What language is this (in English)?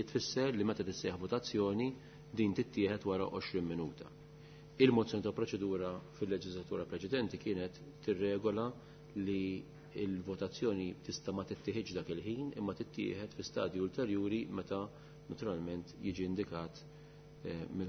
Maltese